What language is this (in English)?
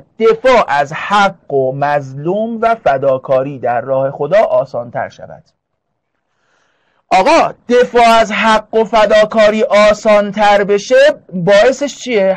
Persian